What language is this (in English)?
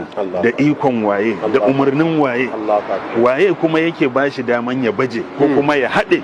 Hausa